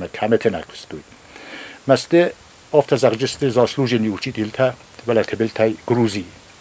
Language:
Ossetic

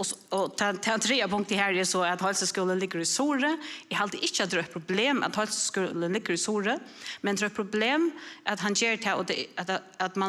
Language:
Faroese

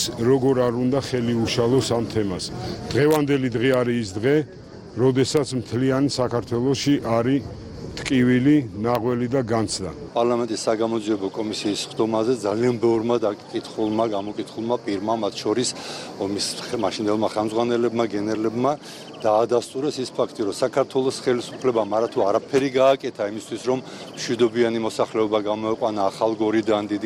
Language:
Georgian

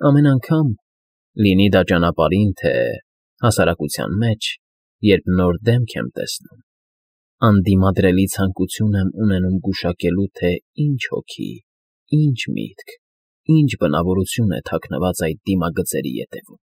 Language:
Armenian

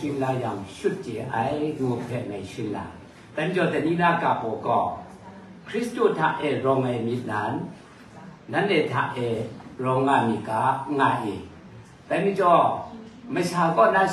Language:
Kachin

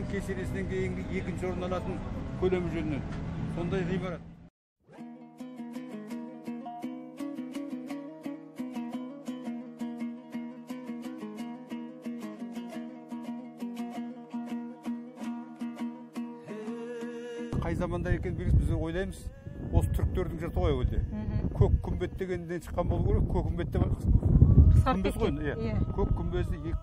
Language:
Kazakh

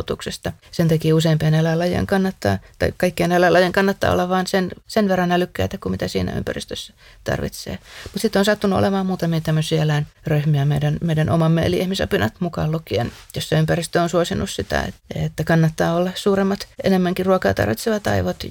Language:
Finnish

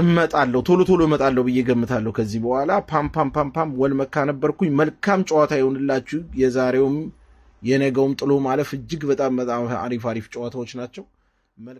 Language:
Amharic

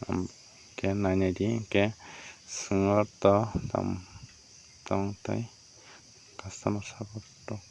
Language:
Kok Borok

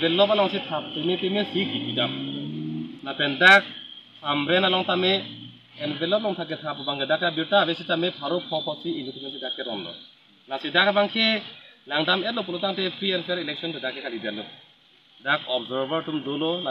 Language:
Karbi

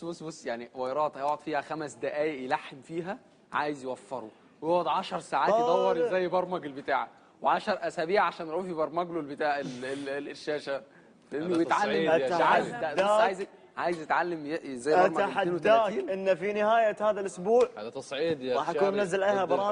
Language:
Egyptian Arabic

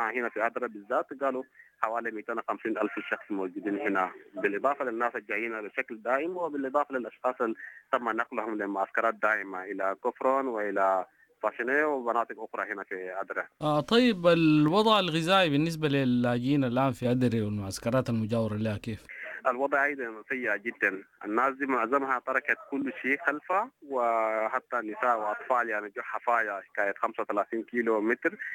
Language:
Sudanese Arabic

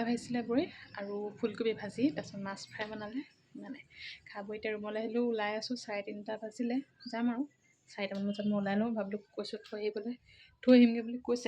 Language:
Assamese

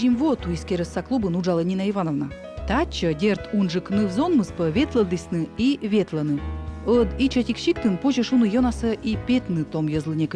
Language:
Komi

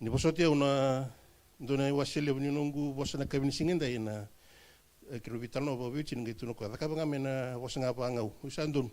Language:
Fijian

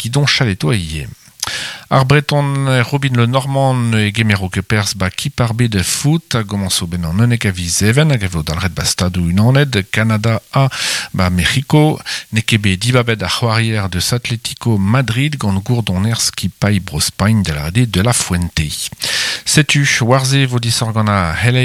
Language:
Breton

